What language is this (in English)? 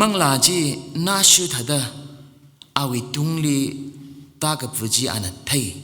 Tangkhul Naga (India)